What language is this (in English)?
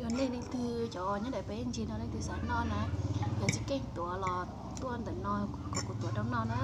Hmong